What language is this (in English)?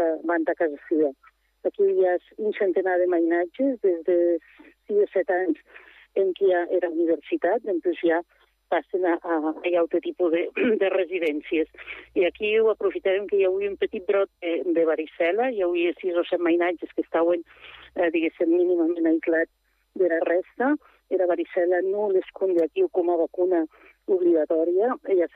Catalan